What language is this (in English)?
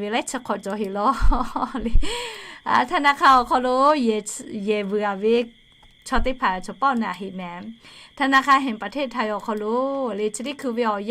Lahu